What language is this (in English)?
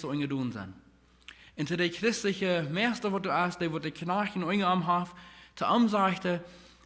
Plautdietsch